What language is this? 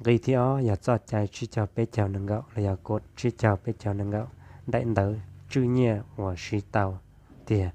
Hmong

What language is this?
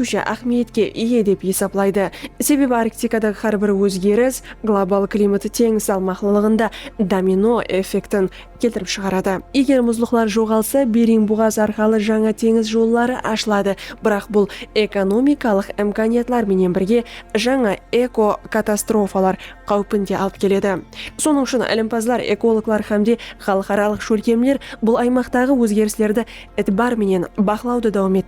Kara-Kalpak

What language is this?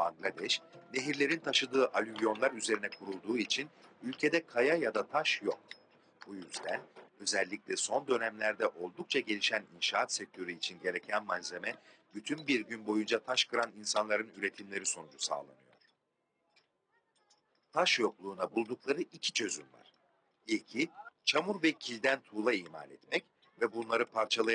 Turkish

